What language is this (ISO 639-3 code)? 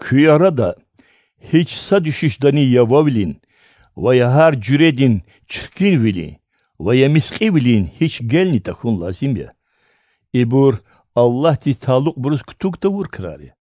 lez